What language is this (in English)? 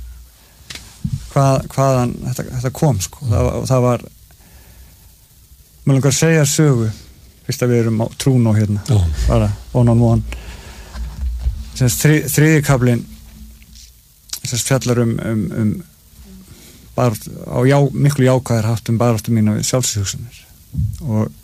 Icelandic